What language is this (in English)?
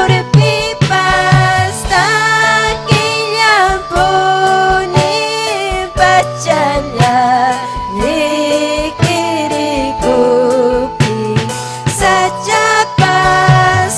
Ayacucho Quechua